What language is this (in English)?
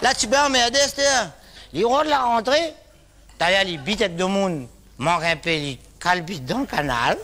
Réunion Creole French